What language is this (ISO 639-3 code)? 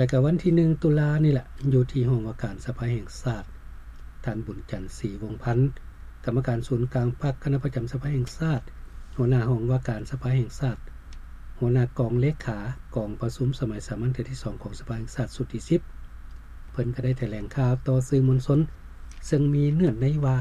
lao